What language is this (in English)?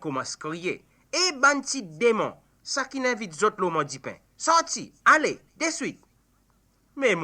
Seselwa Creole French